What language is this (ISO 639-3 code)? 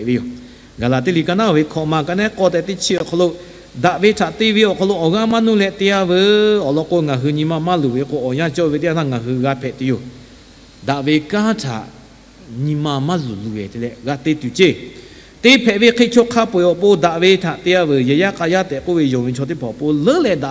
lhu